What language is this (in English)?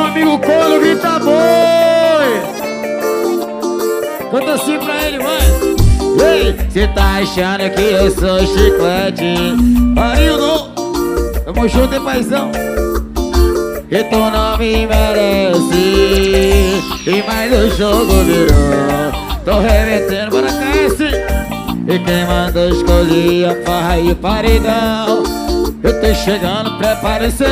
Portuguese